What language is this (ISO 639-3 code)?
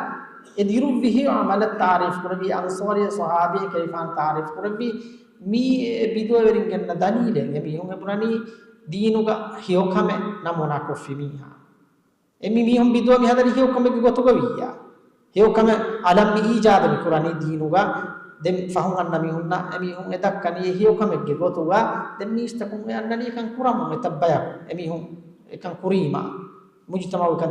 div